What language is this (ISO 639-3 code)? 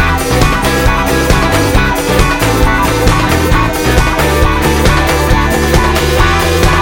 eus